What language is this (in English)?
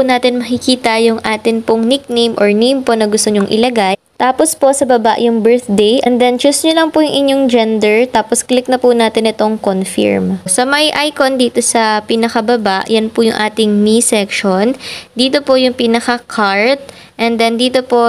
Filipino